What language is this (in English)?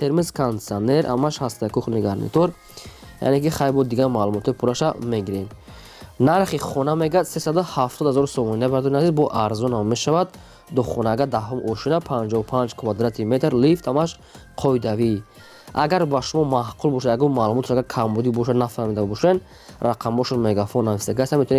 Tajik